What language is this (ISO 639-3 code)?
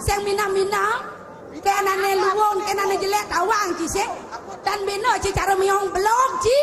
ban